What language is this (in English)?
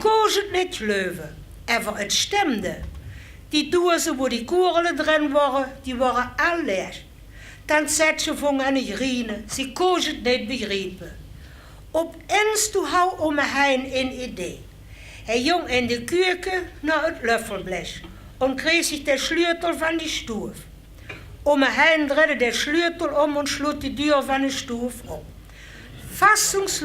Limburgish